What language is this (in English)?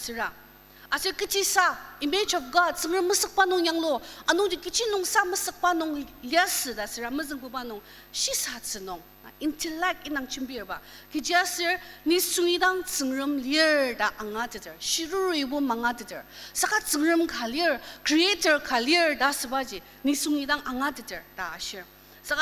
Ao Naga